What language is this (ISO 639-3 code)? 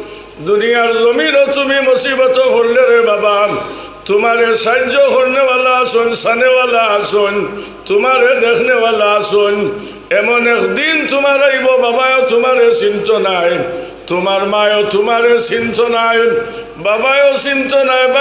syl